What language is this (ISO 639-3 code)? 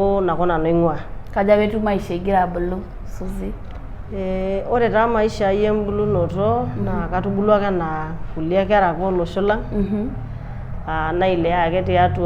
mas